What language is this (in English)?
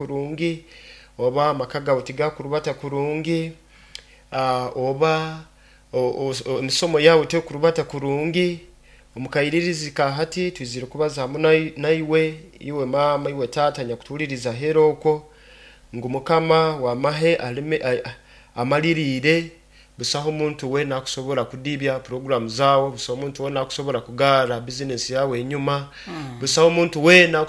Nyoro